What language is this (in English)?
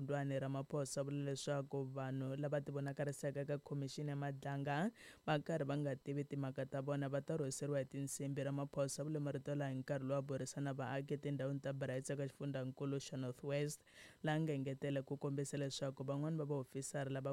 Tsonga